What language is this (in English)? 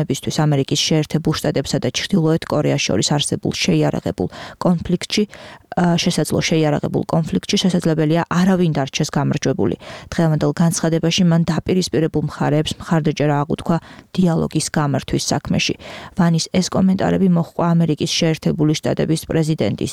Georgian